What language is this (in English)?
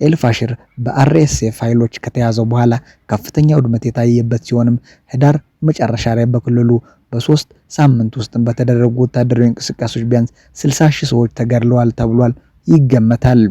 Amharic